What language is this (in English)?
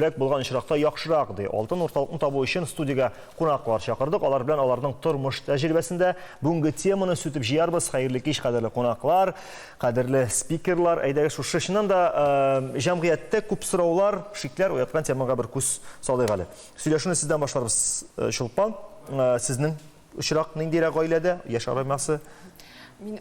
Tatar